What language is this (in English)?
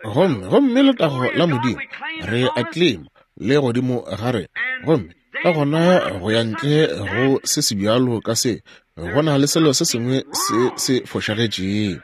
Northern Sotho